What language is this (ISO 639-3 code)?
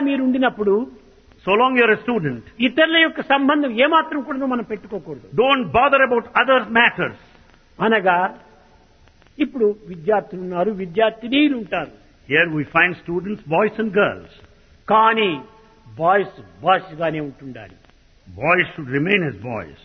tel